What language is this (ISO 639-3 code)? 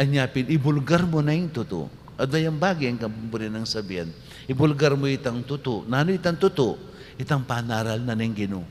pam